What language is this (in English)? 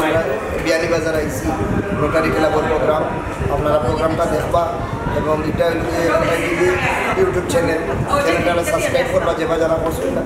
Sylheti